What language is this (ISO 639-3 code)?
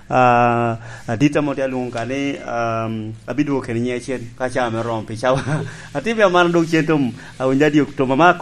laj